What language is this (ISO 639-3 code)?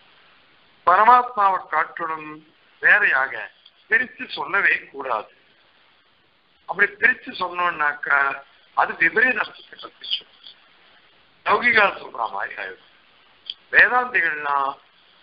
tam